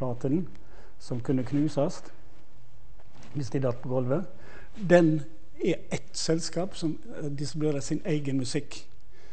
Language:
Norwegian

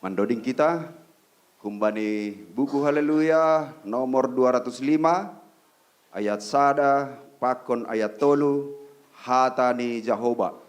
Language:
Batak Simalungun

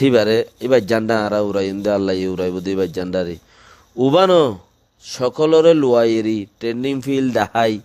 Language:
Rohingya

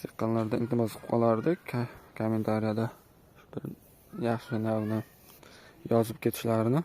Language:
Uzbek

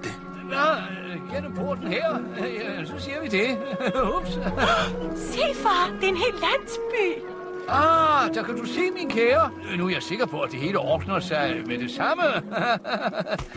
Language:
Danish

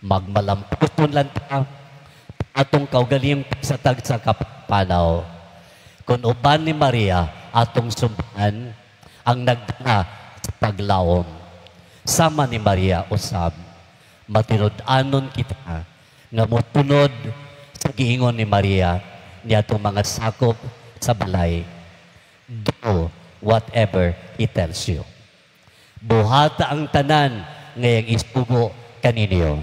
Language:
Cebuano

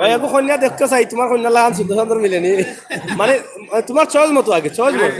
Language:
Sylheti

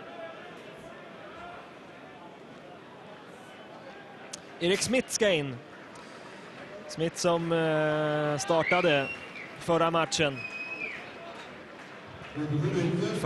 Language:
Swedish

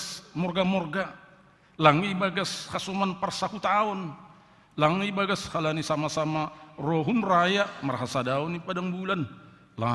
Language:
Batak Simalungun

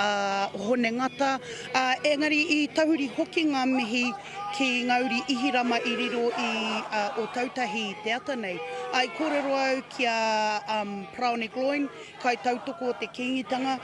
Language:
Māori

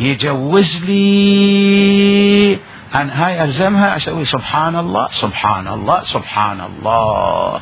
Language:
Mesopotamian Arabic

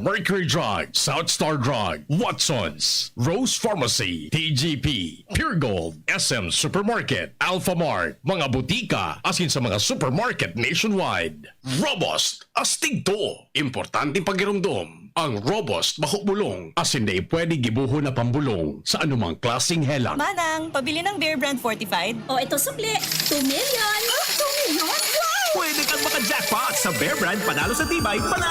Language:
Bikol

